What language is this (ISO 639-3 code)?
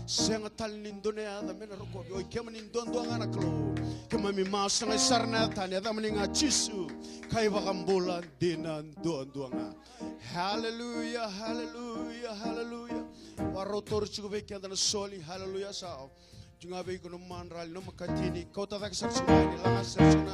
fij